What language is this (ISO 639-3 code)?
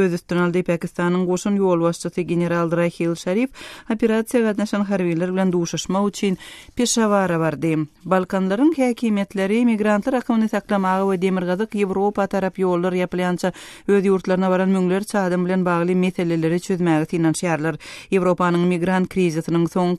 tuk